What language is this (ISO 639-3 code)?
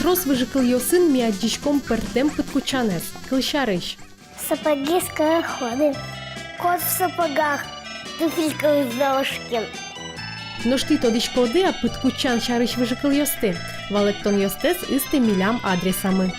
udm